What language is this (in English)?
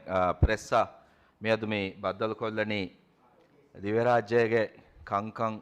Divehi